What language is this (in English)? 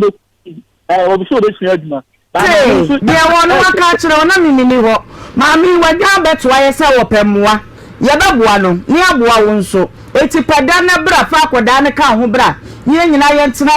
Akan